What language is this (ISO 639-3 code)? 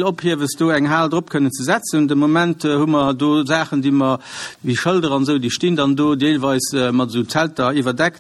ltz